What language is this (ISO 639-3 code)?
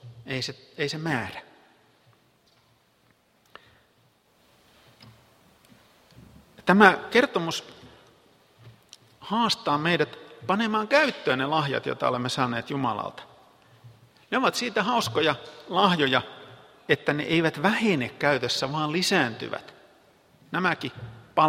fin